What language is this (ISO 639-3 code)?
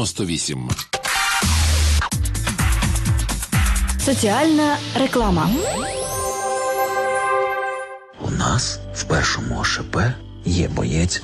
ukr